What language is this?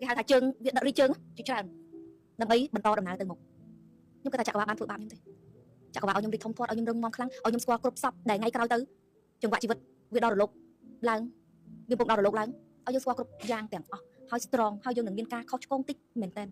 Khmer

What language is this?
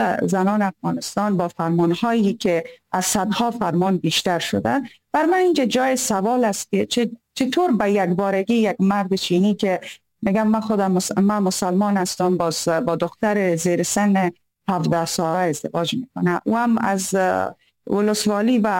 Persian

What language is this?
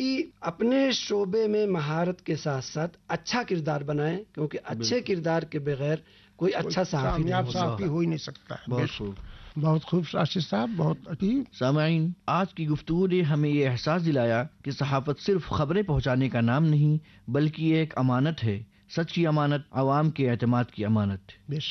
Urdu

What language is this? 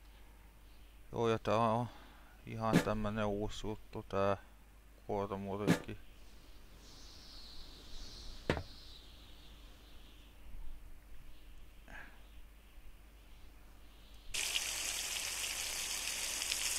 Finnish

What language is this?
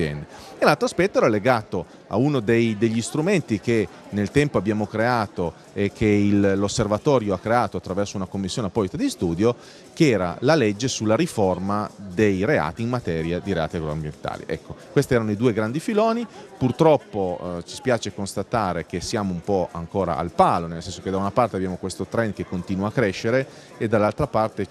Italian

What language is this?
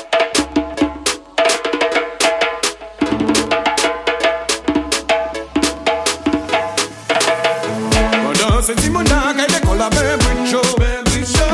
French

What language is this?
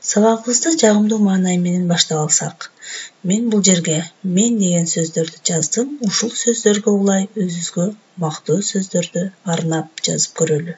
Kyrgyz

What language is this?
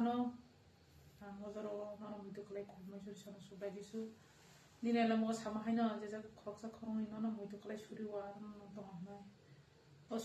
Kok Borok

